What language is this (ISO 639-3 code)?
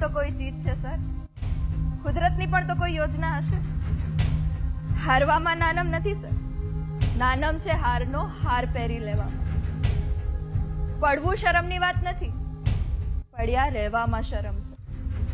guj